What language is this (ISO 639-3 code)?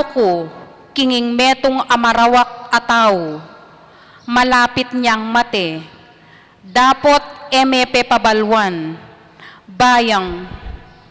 pam